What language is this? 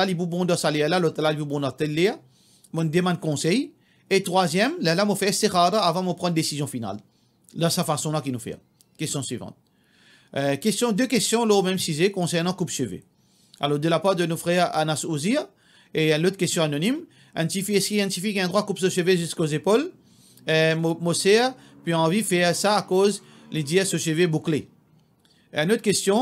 Morisyen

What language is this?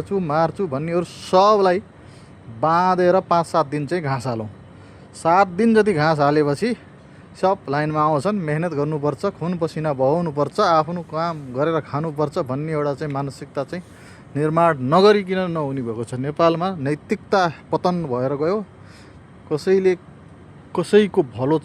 Nepali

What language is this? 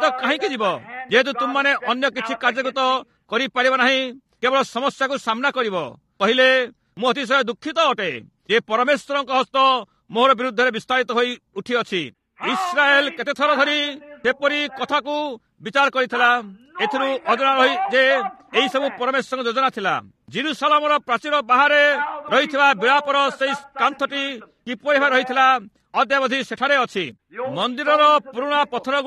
Odia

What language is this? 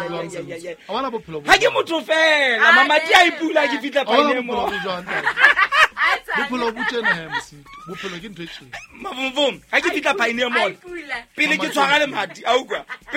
Southern Sotho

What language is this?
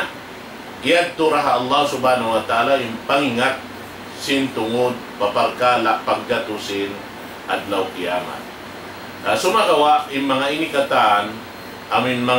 Tausug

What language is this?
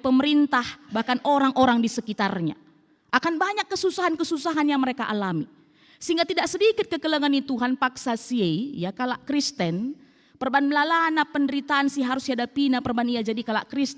Batak Karo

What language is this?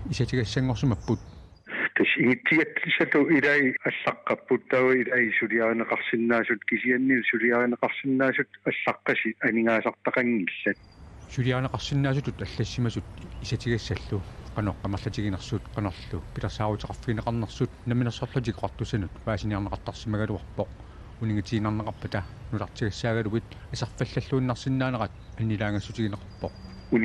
Kalaallisut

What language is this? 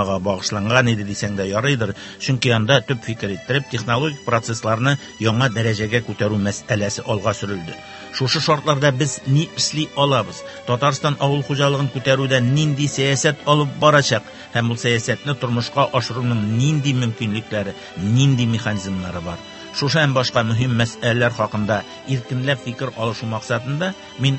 Tatar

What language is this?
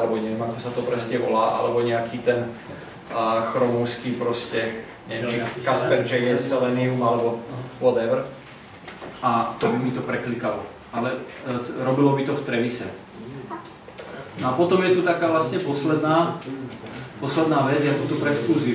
Slovak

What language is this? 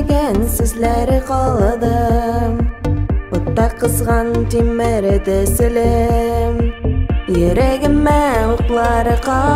Tatar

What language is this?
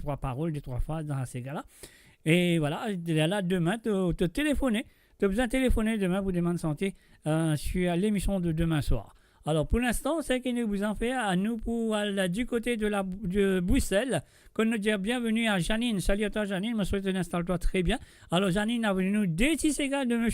Morisyen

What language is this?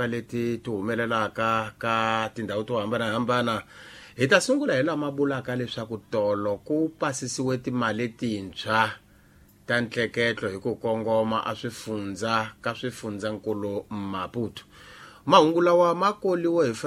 Tsonga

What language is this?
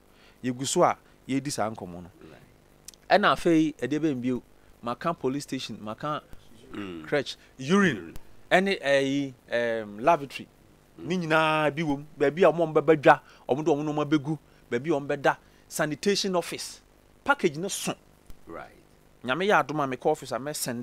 Akan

